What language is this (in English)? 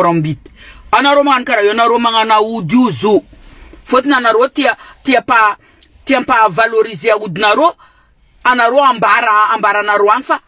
Malagasy